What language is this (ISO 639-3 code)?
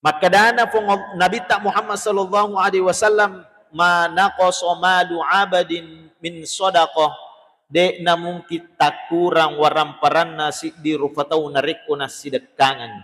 bug